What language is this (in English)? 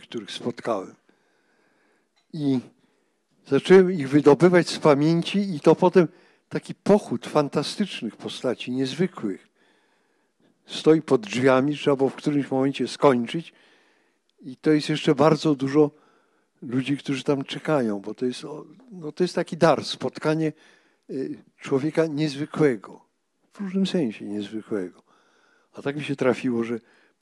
Polish